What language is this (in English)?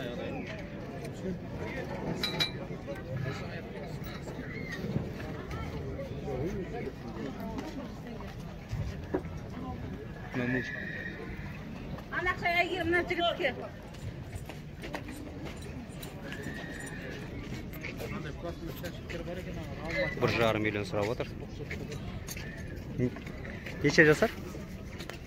Kazakh